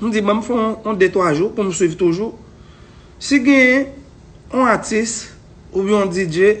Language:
Haitian Creole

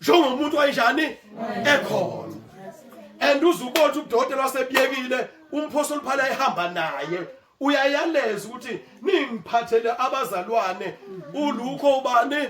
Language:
Zulu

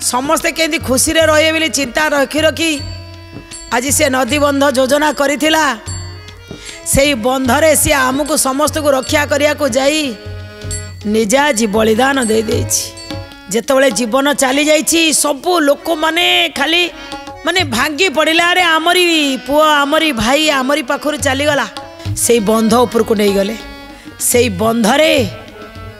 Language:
Odia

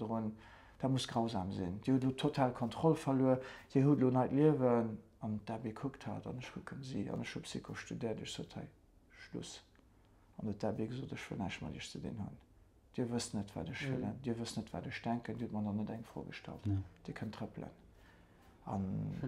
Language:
Luxembourgish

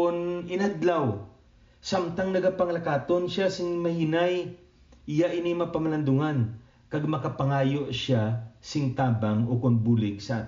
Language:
Hiligaynon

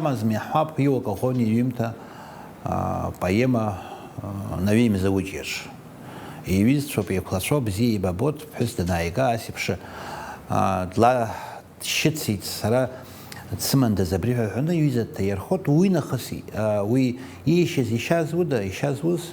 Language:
Abkhazian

